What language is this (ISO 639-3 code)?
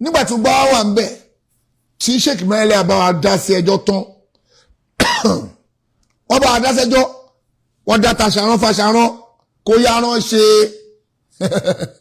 yor